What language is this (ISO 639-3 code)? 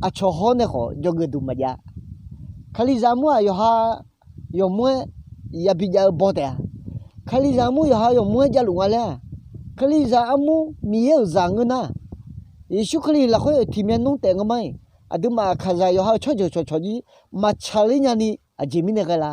ahk